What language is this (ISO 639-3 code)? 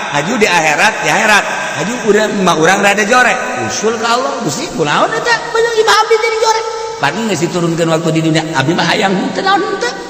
sun